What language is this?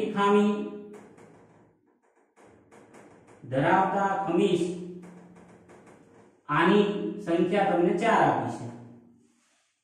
Gujarati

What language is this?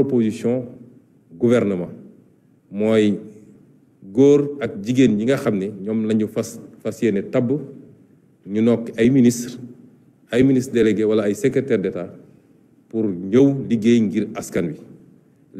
Wolof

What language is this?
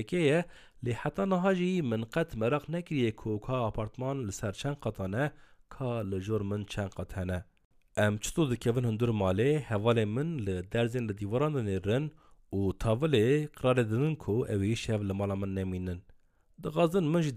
Kurdish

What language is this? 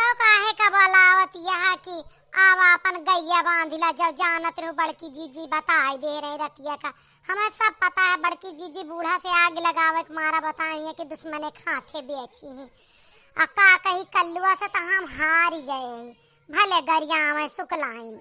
Awadhi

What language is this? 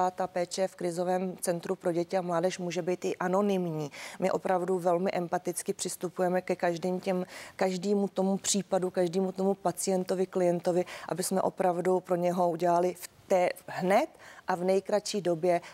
Czech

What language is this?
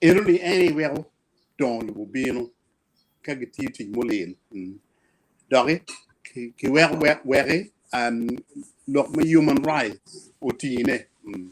Acoli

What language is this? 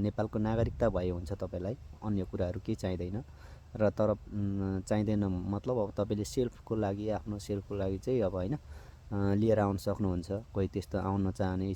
Nepali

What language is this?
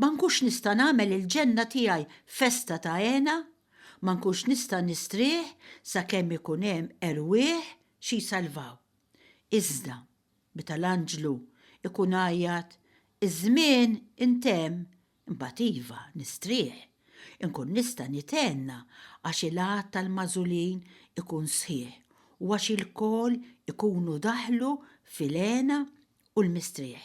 Maltese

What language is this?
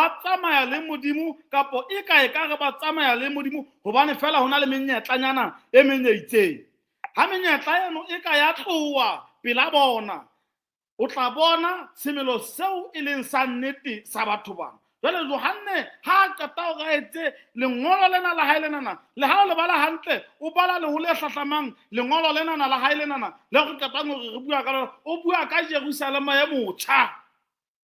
Southern Sotho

